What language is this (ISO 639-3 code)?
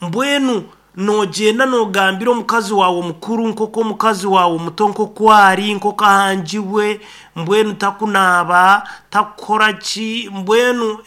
nyn